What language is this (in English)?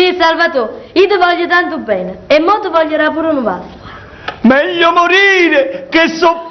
Neapolitan